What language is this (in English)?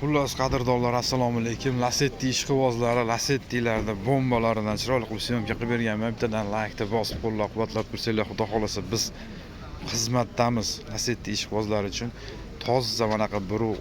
Uzbek